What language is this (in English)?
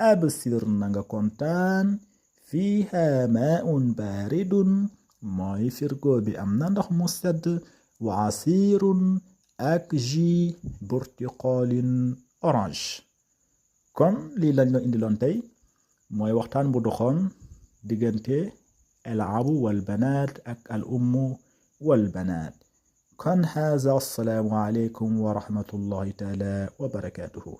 Wolof